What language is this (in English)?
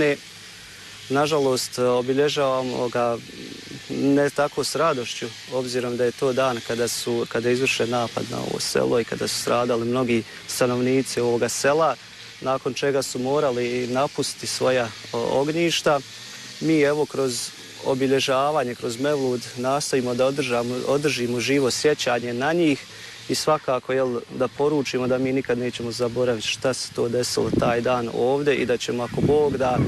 Bosnian